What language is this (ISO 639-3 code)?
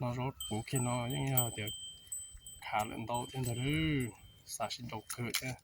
hmn